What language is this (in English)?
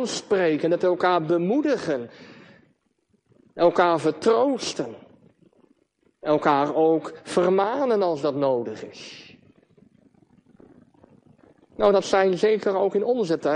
Dutch